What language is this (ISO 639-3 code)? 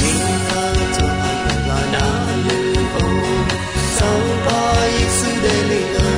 ahk